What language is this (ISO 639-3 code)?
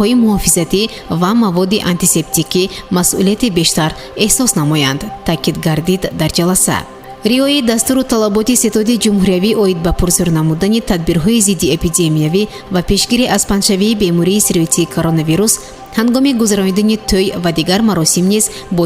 tgk